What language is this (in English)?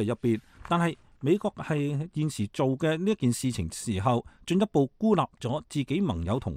Cantonese